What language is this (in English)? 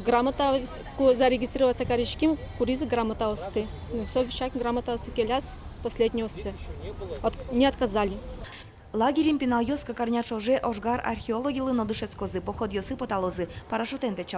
Udmurt